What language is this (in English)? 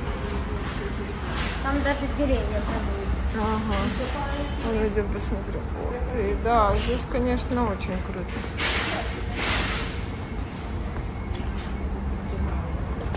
Russian